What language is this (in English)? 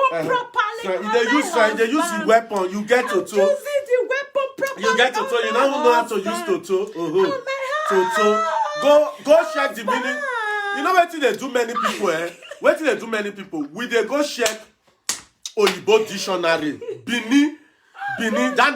Nigerian Pidgin